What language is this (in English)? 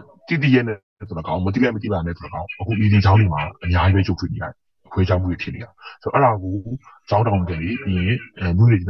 Burmese